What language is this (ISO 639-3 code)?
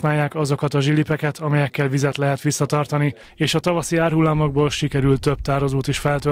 hun